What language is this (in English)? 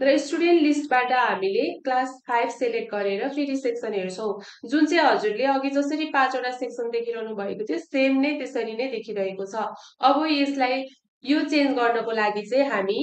Nepali